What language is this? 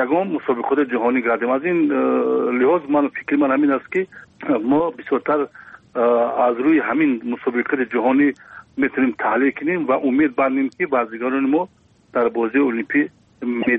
Persian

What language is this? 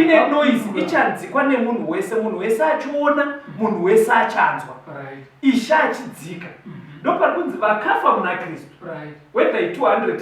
Shona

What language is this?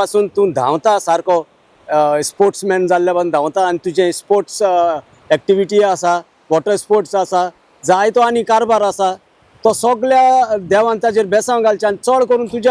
Konkani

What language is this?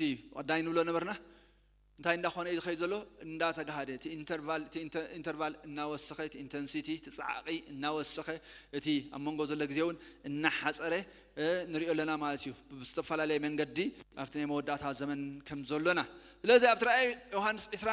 Tigrinya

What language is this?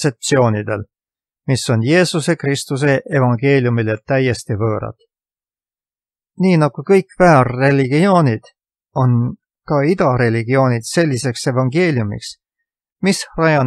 Estonian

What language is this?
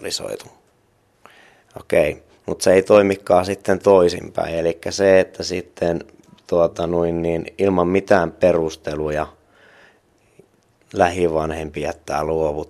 Finnish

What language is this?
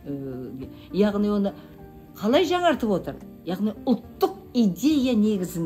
Kazakh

